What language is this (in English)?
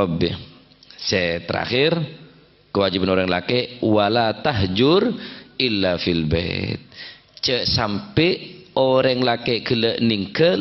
Madurese